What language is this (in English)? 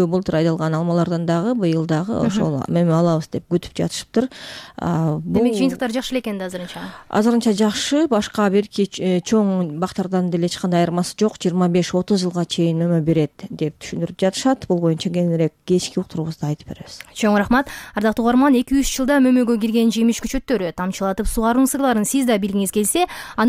Kyrgyz